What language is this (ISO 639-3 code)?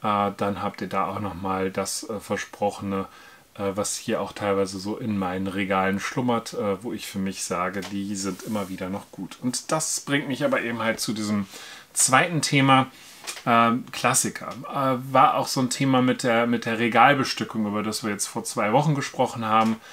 deu